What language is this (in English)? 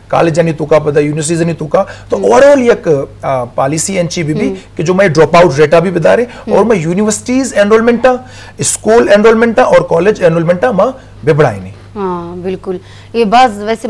Baluchi